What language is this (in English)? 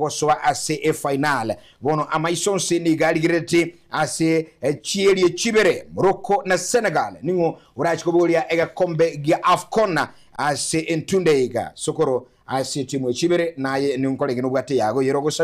Gusii